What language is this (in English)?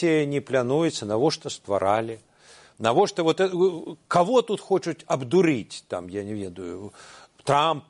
Belarusian